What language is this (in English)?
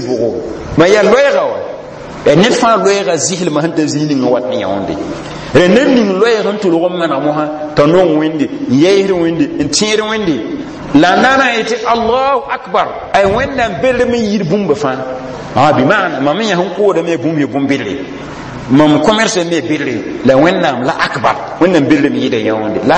Mossi